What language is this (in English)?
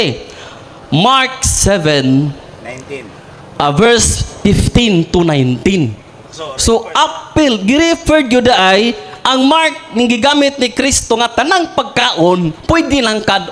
Cebuano